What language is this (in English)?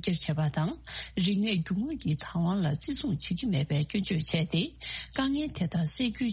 Tibetan